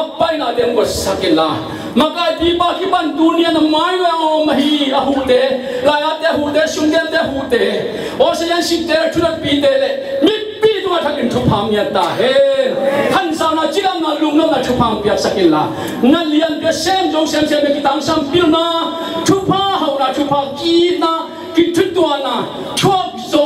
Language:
Tedim Chin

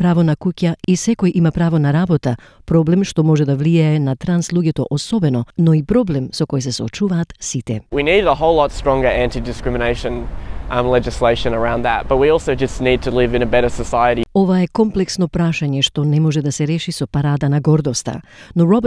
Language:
Macedonian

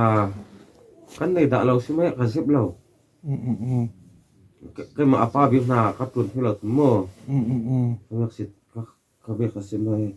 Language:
Hakha Chin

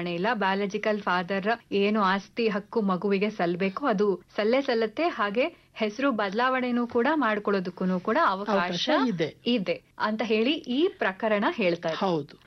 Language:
Kannada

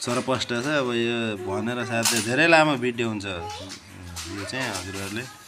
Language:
Nepali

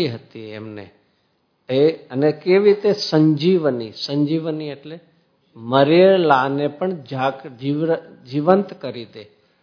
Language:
Gujarati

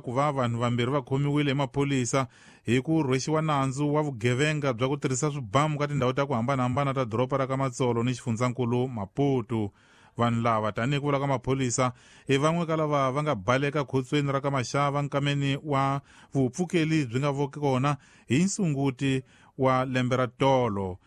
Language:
Tsonga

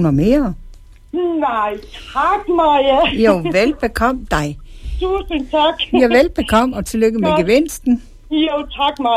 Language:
Danish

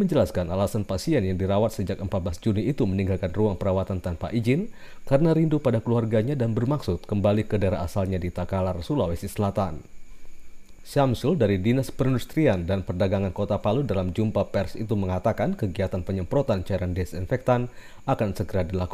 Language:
Indonesian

